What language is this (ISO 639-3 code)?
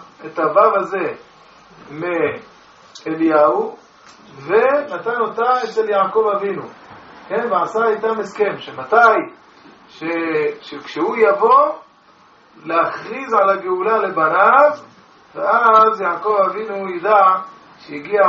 heb